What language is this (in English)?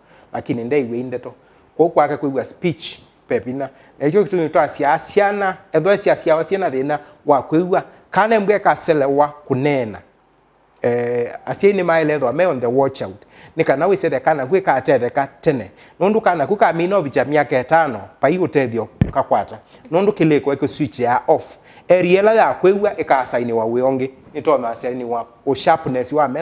Kamba